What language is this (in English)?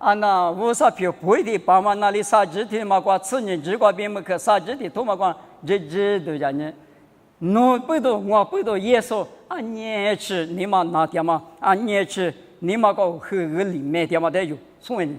Lisu